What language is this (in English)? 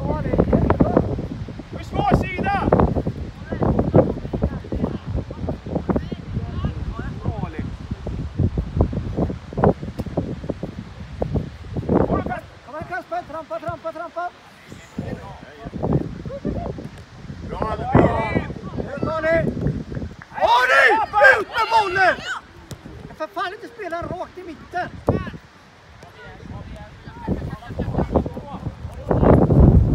Swedish